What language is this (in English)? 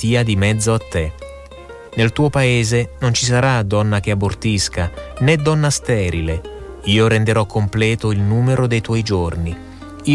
Italian